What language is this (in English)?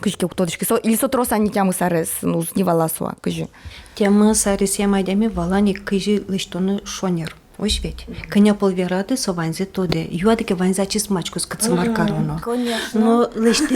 Udmurt